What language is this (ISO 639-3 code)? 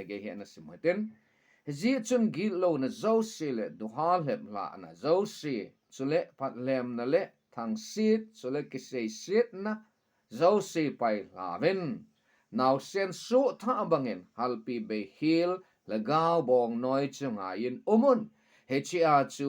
tcz